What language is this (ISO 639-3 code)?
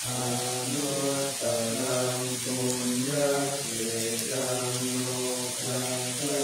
pli